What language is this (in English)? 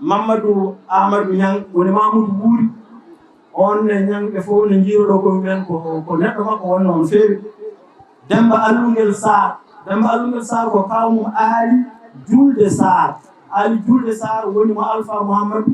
Fula